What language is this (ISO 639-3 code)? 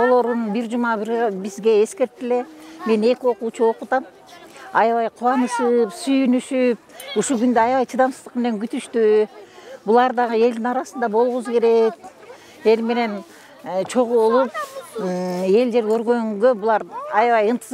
kir